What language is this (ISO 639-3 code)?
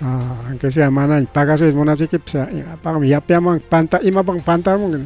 quy